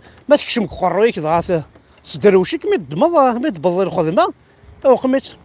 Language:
Kabyle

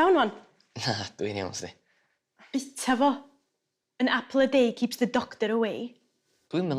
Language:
Welsh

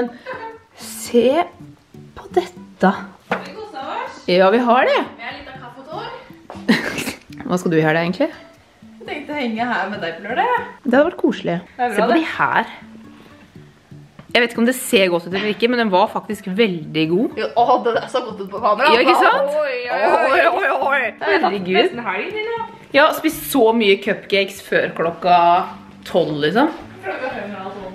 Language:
Norwegian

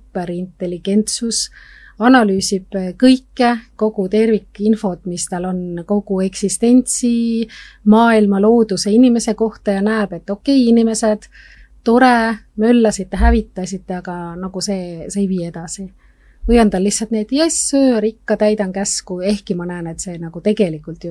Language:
Estonian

